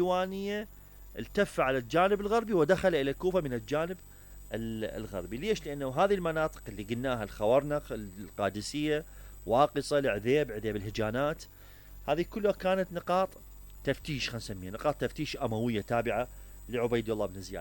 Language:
Mesopotamian Arabic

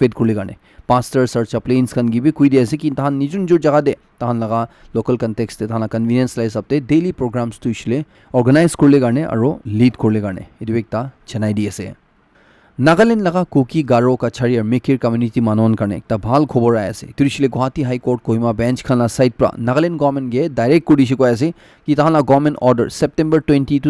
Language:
Naga Pidgin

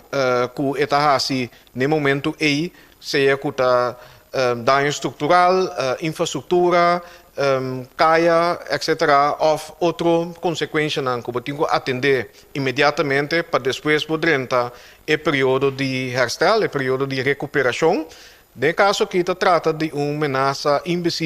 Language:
Papiamento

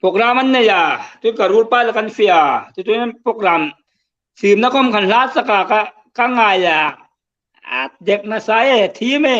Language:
Hmar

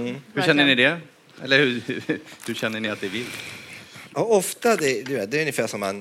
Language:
Swedish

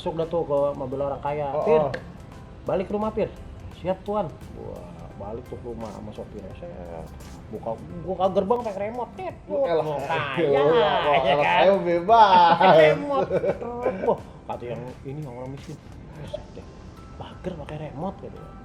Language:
Betawi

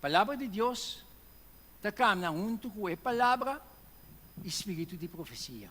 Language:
Papiamento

